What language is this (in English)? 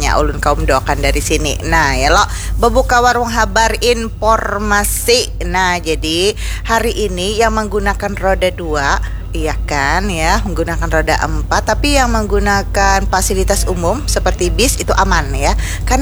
Banjar